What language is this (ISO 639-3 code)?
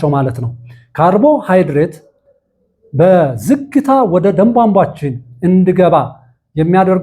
amh